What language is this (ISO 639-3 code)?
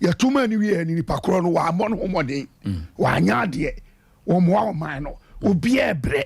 aka